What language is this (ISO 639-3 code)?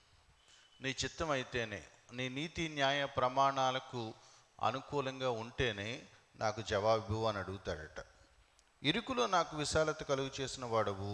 tel